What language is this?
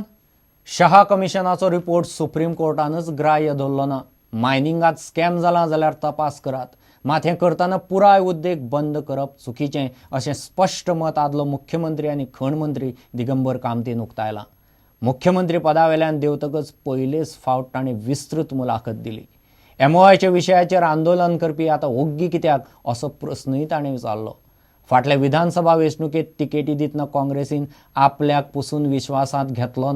Konkani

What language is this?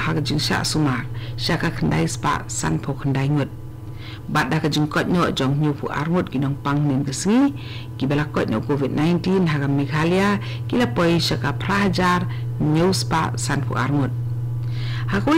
Khasi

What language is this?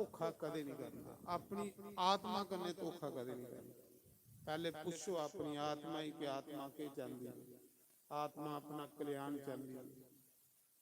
Dogri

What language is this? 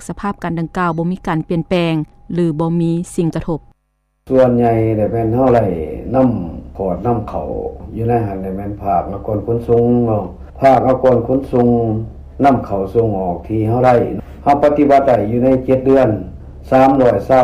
Lao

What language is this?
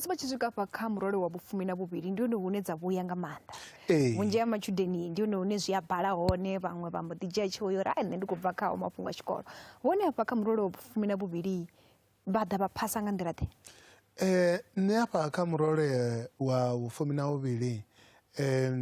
Venda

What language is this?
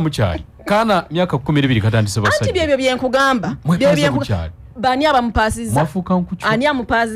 Ganda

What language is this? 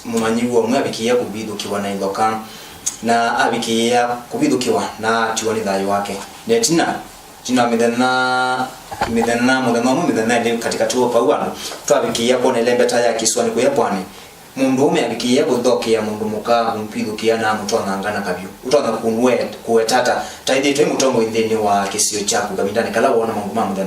Kamba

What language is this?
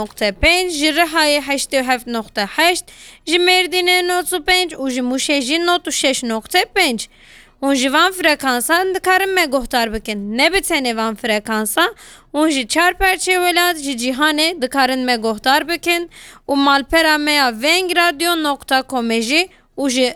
Kurdish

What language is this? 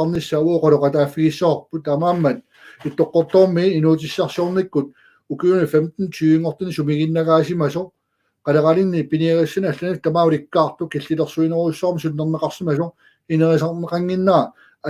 Kalaallisut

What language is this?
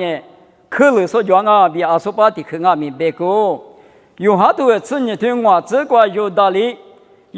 Lisu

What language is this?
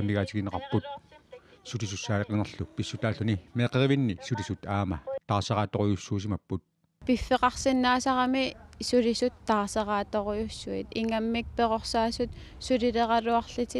Kalaallisut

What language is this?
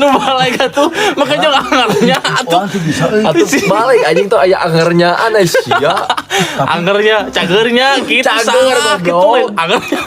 Sundanese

